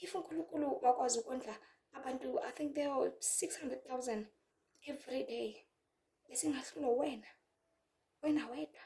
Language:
Zulu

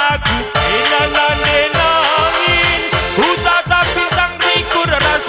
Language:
Batak Karo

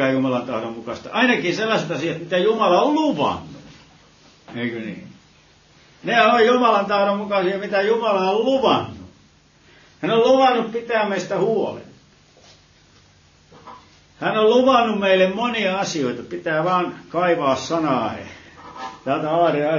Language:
Finnish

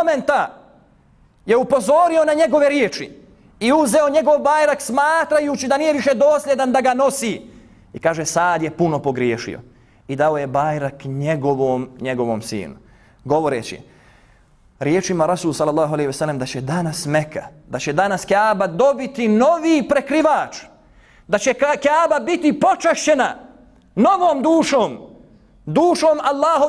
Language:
Bosnian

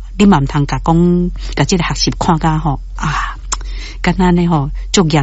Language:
Min Nan Chinese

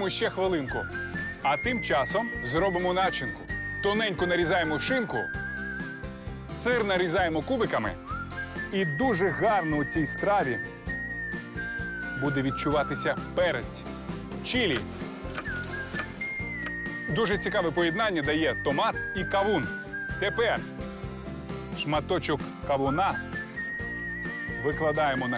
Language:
Ukrainian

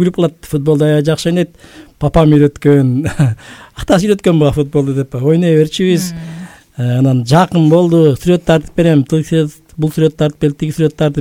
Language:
Kyrgyz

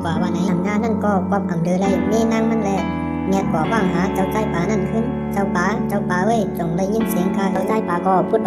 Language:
Shan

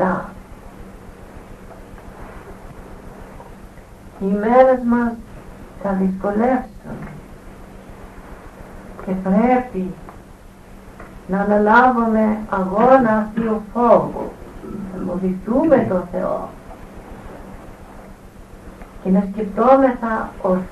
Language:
Greek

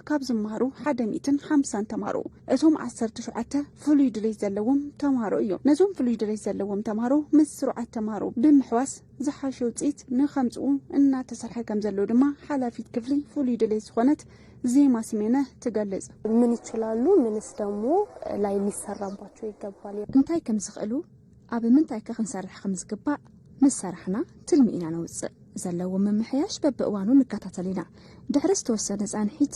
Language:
Tigrinya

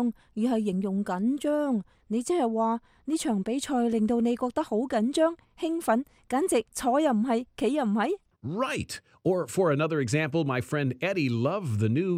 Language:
Cantonese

